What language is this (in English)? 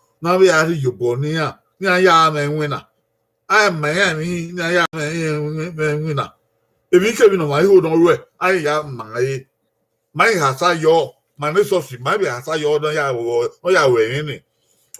Bini